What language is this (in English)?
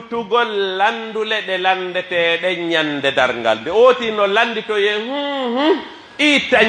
Pular